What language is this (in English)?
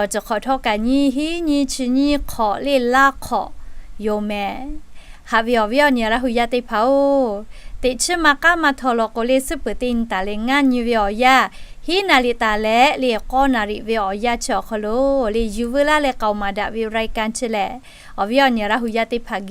Lahu